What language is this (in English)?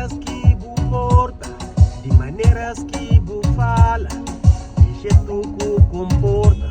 Kabuverdianu